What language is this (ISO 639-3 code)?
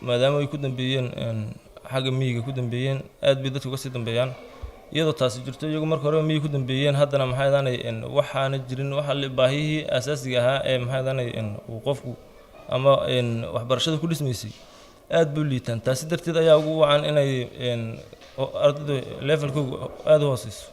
som